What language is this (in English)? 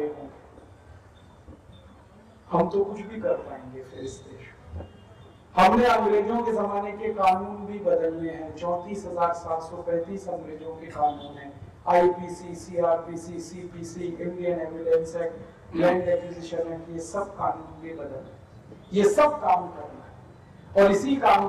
Hindi